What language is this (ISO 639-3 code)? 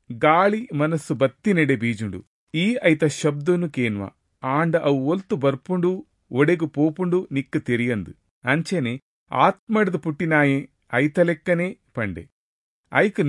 tcy